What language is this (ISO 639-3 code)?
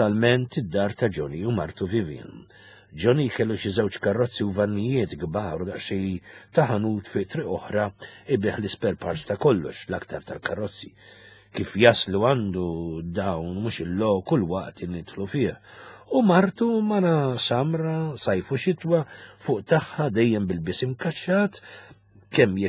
mlt